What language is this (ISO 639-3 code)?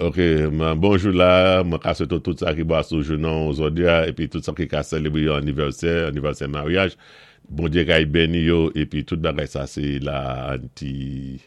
acf